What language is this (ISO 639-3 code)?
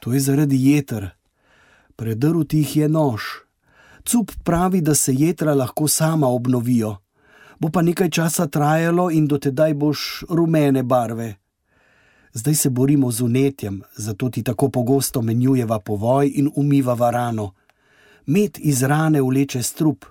slv